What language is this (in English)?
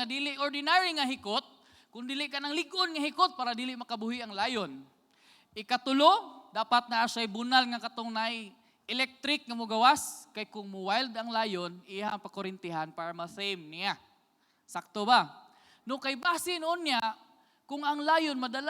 Cebuano